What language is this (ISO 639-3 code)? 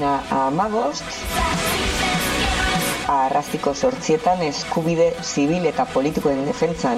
eus